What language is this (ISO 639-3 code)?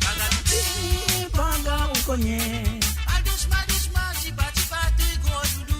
mfe